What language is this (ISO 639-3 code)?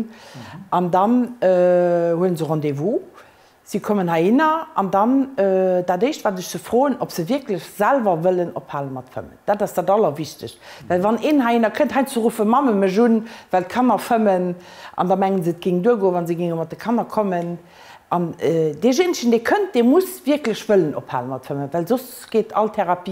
ltz